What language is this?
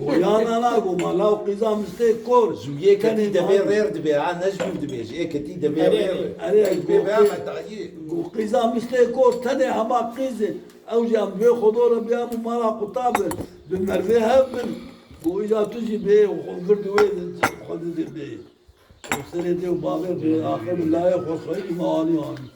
Kurdish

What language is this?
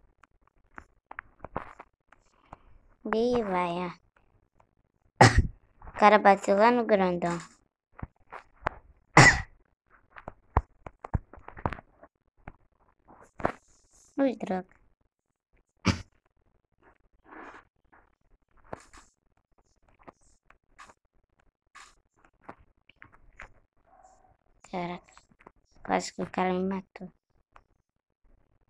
Portuguese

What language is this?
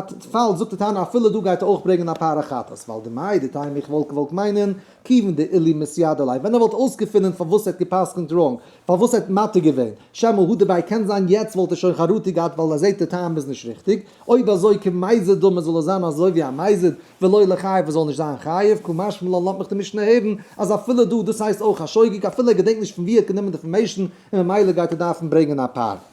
Yiddish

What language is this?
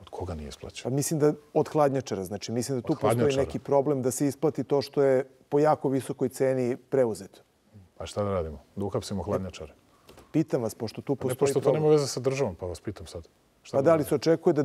Serbian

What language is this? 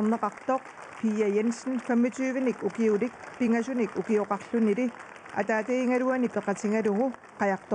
Kalaallisut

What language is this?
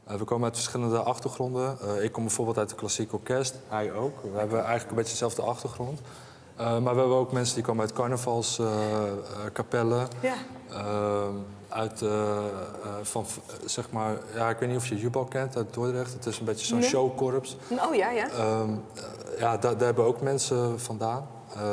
Dutch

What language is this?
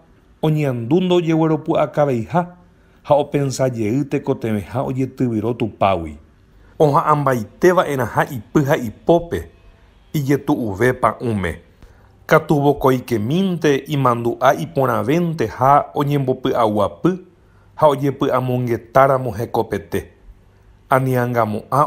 Guarani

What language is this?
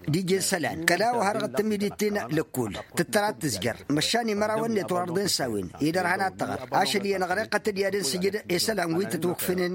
Tamasheq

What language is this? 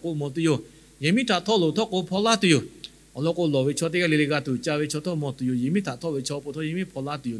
Lahu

